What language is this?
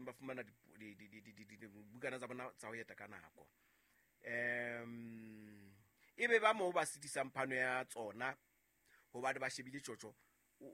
Southern Sotho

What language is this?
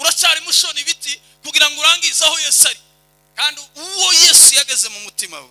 Kinyarwanda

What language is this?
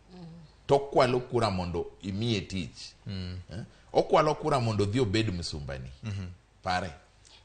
Luo (Kenya and Tanzania)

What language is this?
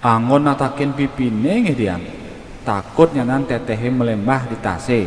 Balinese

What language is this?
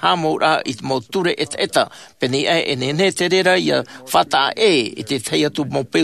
Tahitian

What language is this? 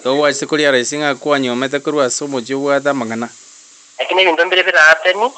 Gusii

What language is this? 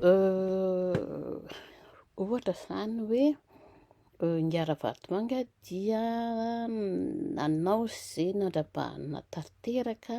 Malagasy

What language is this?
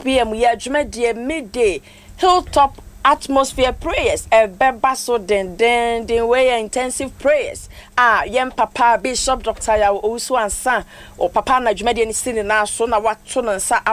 Akan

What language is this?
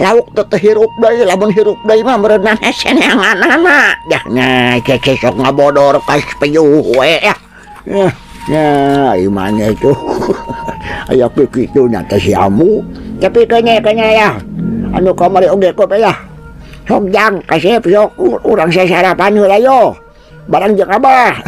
Sundanese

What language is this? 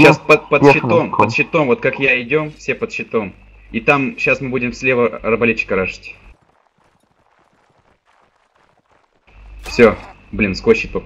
Russian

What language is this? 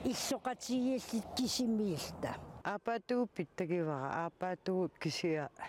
Kalaallisut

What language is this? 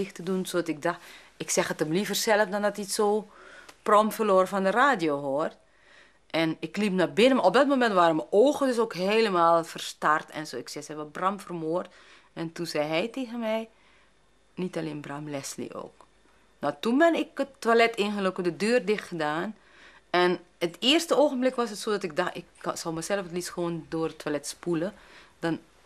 Dutch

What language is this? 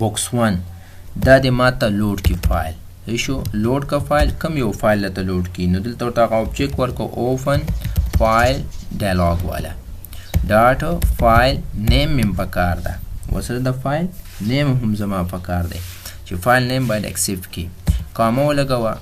Pashto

